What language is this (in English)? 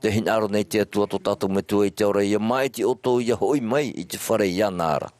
Tahitian